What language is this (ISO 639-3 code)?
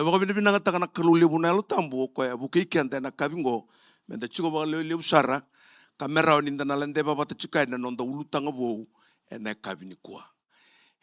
fij